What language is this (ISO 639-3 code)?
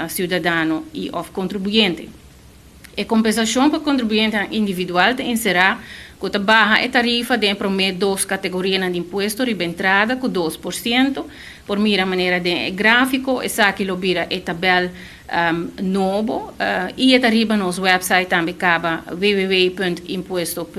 pap